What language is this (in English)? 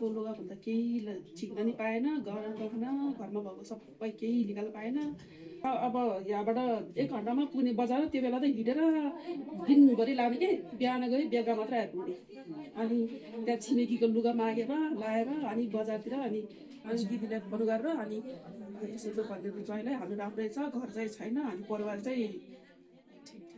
Nepali